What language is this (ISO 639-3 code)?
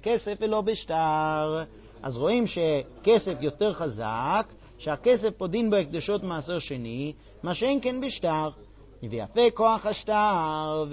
heb